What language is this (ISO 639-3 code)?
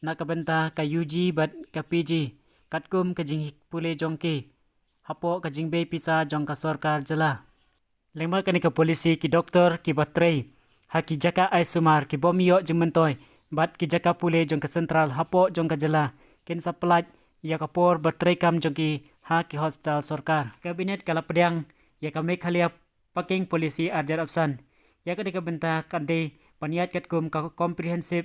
kha